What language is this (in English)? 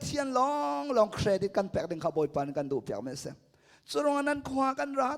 Hakha Chin